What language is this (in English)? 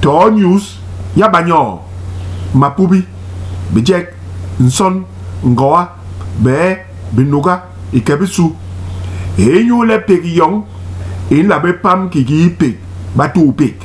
Basaa